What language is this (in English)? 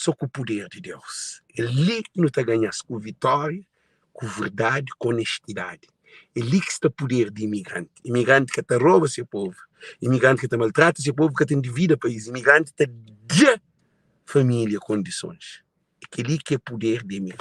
Kabuverdianu